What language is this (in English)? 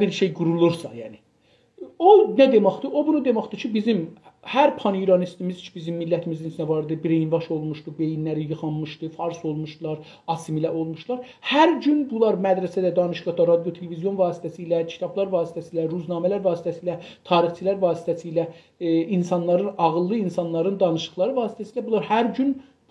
South Azerbaijani